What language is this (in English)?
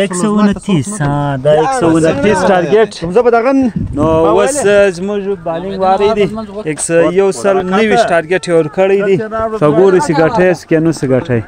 Pashto